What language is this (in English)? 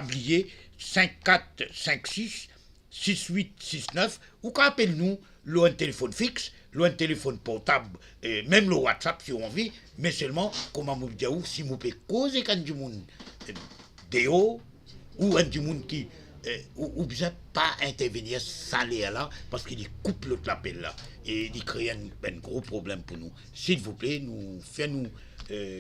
Morisyen